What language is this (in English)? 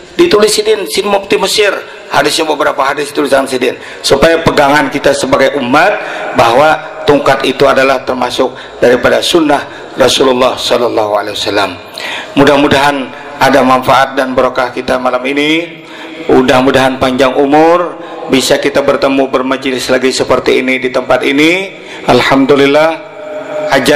Banjar